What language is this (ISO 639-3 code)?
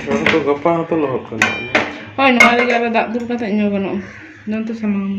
sat